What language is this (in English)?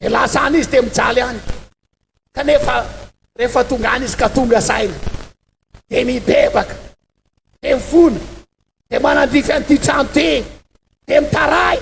Malagasy